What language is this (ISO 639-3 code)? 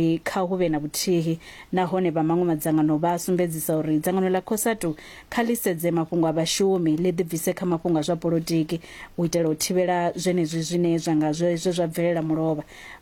ven